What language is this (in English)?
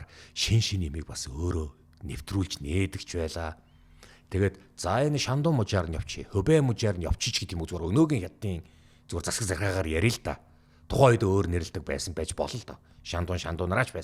Mongolian